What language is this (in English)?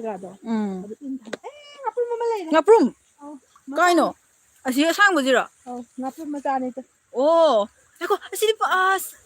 Manipuri